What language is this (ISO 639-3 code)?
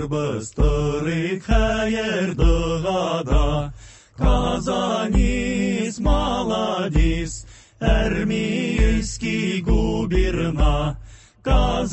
tat